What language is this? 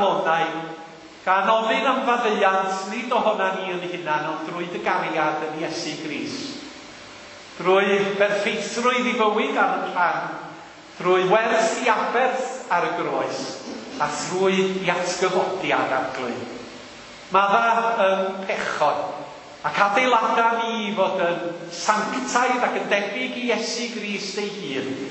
Welsh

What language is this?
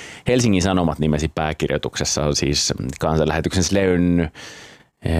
Finnish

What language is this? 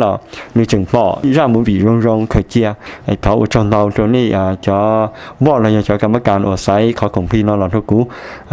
Hmong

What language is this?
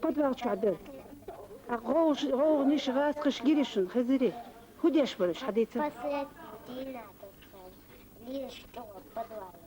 Chechen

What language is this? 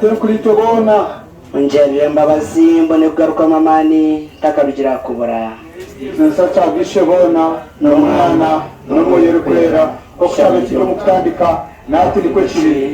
Nyankole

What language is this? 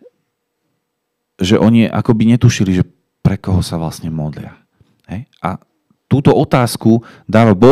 Slovak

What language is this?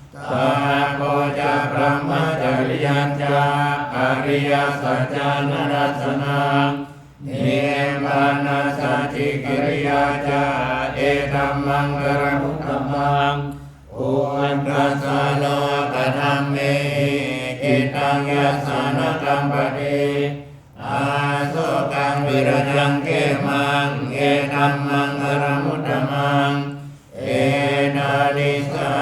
Pali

